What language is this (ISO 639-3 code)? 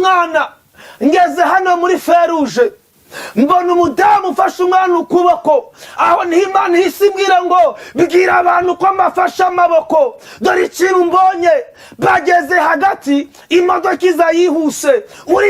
kin